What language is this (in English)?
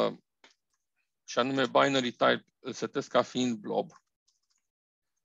Romanian